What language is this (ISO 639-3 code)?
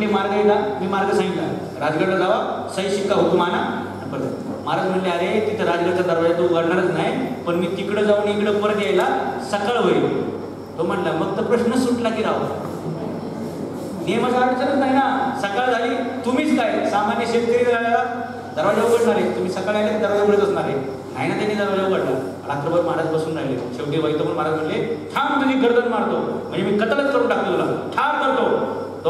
mar